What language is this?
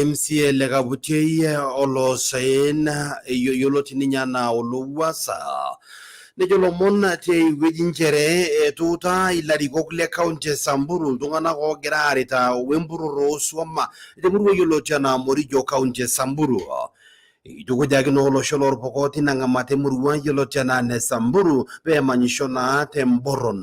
Masai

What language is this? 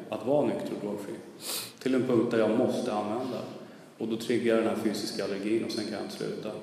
Swedish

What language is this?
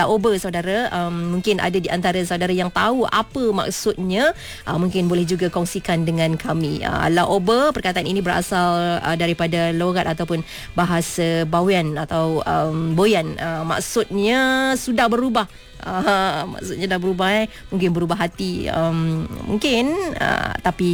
Malay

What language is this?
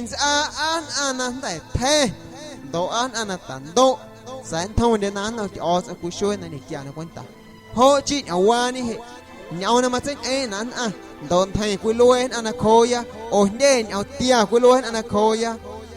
Guerrero Amuzgo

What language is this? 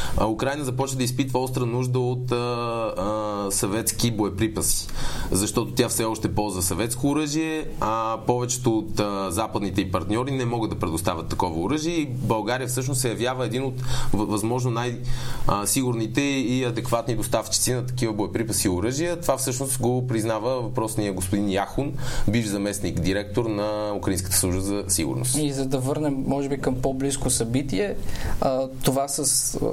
Bulgarian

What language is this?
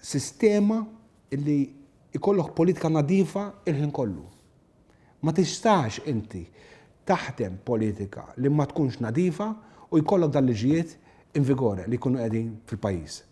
Maltese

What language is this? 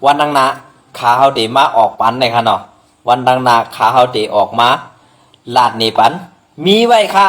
Shan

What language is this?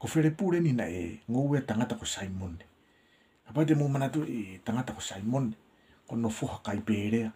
Tongan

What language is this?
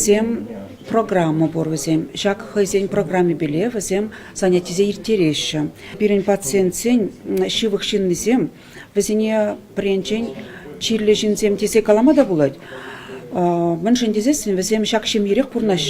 Chuvash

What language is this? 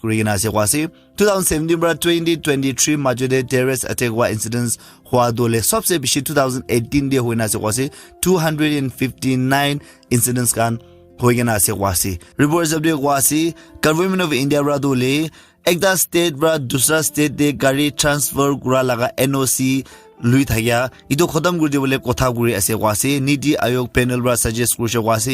Naga Pidgin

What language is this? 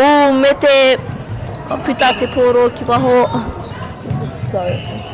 Māori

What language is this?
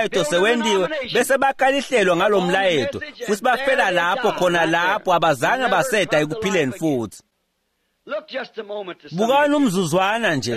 Swati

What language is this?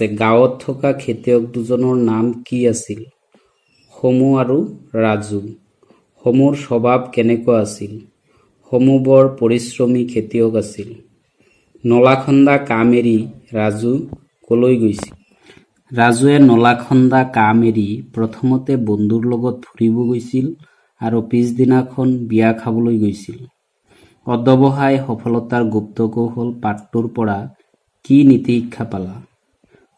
Assamese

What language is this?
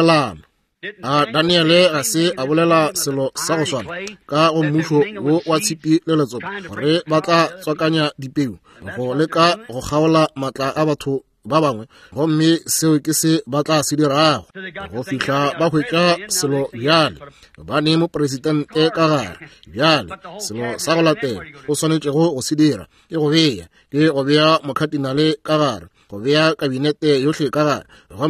Northern Sotho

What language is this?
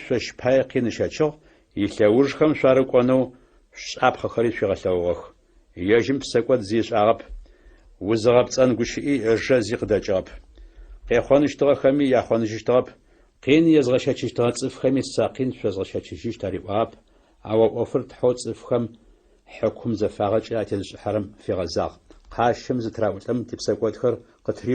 Adyghe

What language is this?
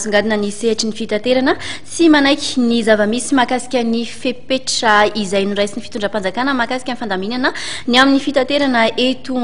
Malagasy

